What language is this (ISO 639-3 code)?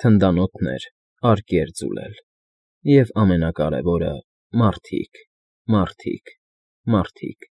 hye